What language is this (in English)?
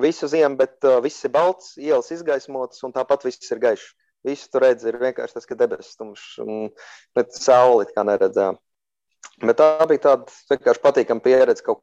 Latvian